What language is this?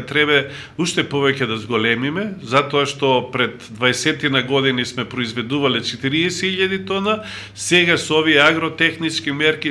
Macedonian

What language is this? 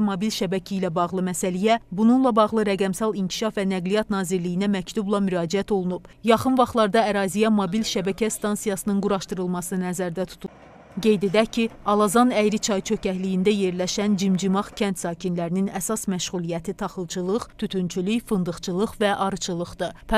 Azerbaijani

